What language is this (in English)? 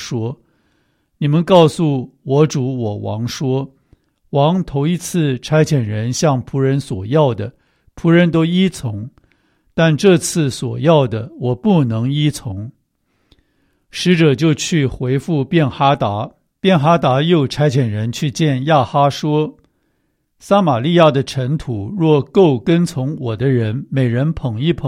Chinese